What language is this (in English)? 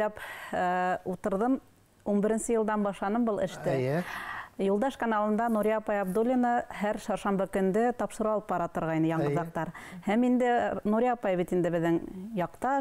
Bashkir